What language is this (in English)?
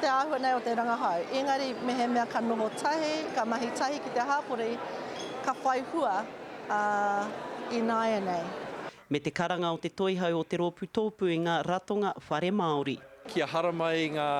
Māori